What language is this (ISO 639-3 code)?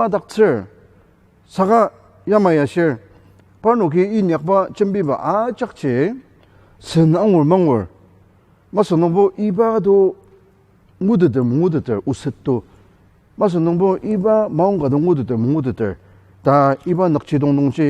njo